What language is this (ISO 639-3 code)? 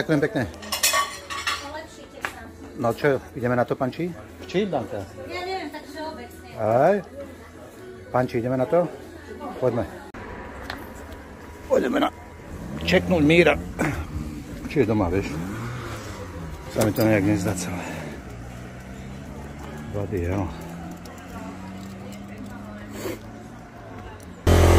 slk